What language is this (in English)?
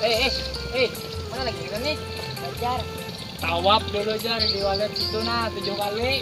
Banjar